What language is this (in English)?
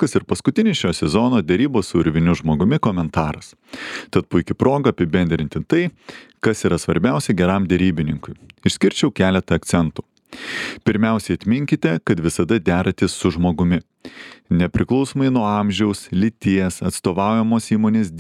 Lithuanian